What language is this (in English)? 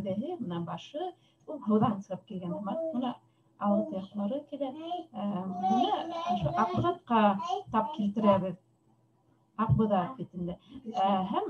Bashkir